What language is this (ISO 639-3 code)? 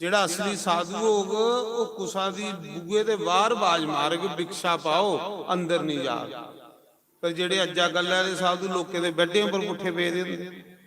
doi